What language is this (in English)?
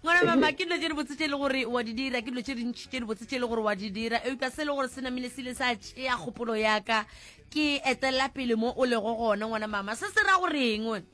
Northern Sotho